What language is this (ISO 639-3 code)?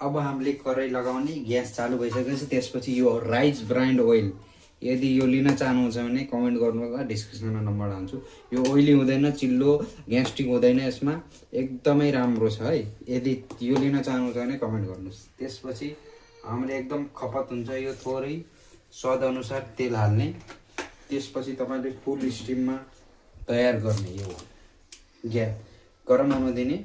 nep